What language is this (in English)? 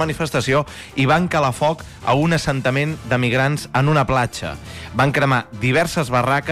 Catalan